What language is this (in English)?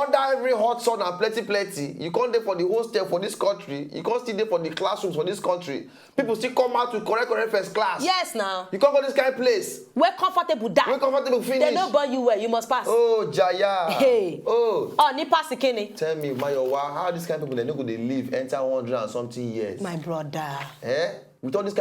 Nigerian Pidgin